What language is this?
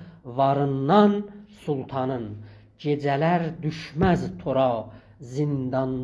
South Azerbaijani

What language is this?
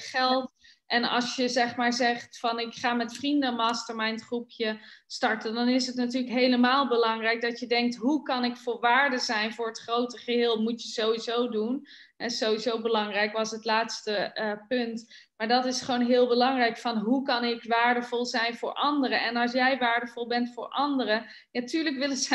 Dutch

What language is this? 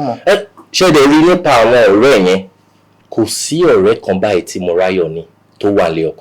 Yoruba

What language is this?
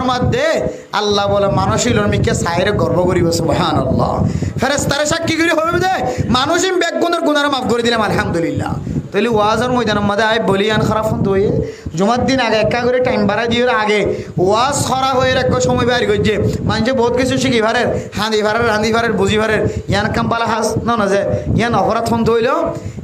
Rohingya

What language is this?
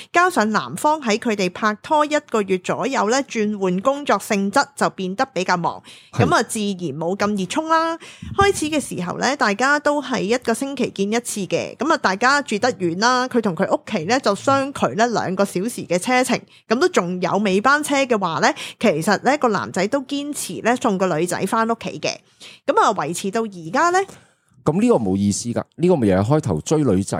Cantonese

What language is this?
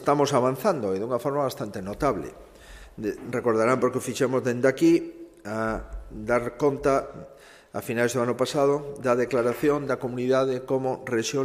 Galician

